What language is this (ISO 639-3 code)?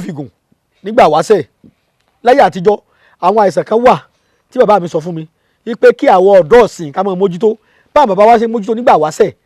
yor